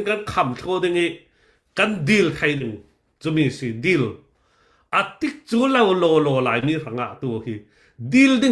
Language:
Falam Chin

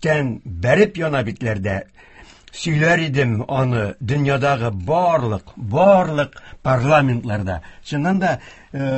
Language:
Tatar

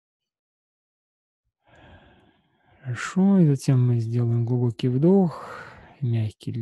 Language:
Russian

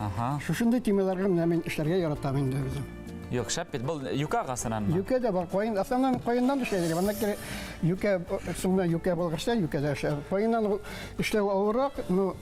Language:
Bashkir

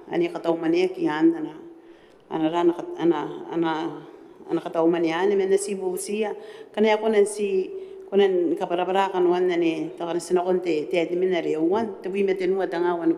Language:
Gilbertese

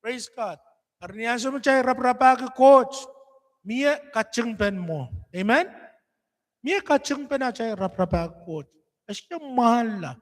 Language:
Pohnpeian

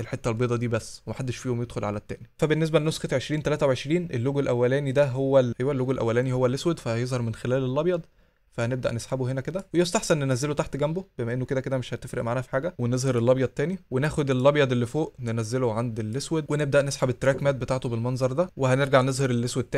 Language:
Egyptian Arabic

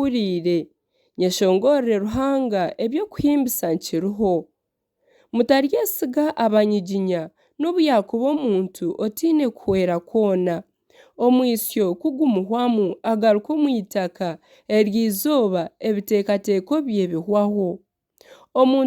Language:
Nyankole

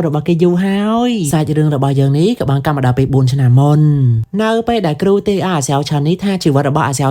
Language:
Khmer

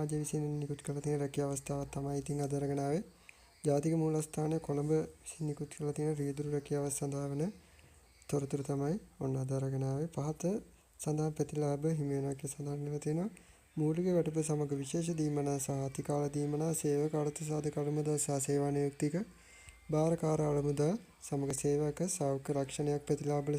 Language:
Sinhala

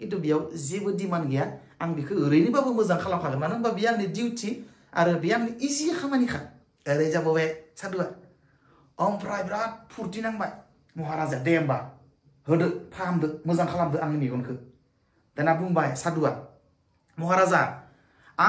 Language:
Bodo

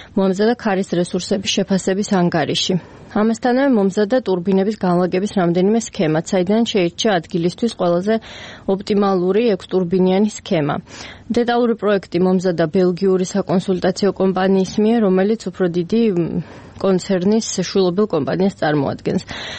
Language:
Georgian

